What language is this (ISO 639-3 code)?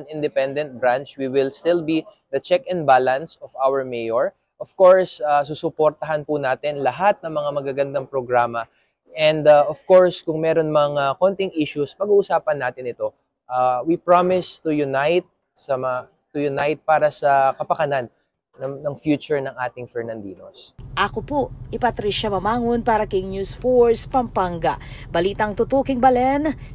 pam